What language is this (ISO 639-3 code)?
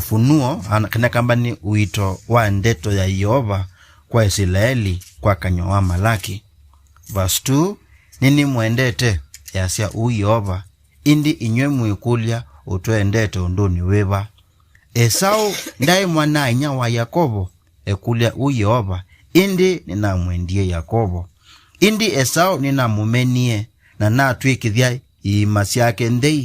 kam